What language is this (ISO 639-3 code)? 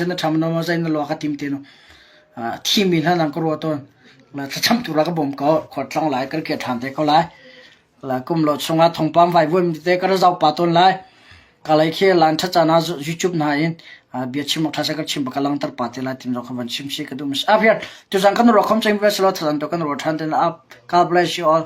cnh